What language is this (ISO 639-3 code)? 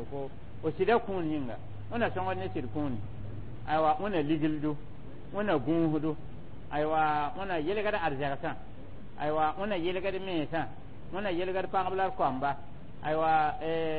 mos